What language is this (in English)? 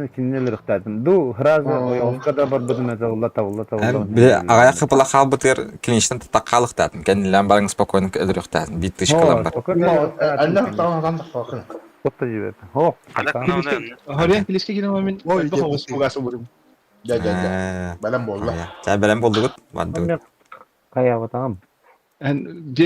Yakut